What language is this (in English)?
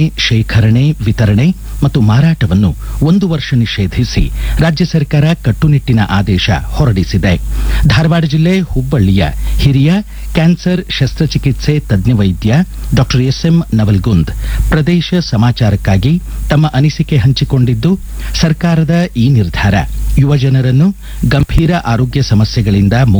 Kannada